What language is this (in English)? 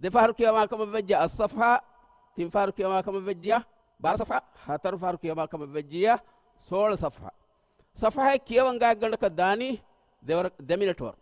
Divehi